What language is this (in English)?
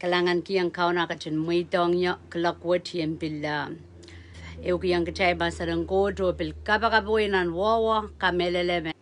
Pohnpeian